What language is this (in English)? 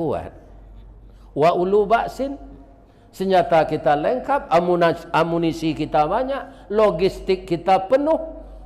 Minangkabau